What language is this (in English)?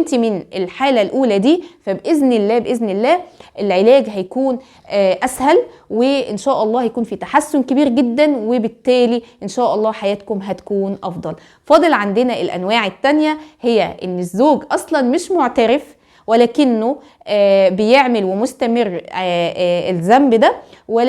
Egyptian Arabic